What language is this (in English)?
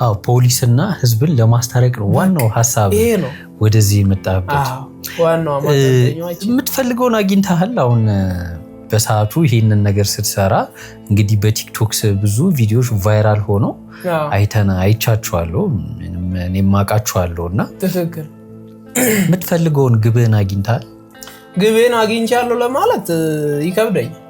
Amharic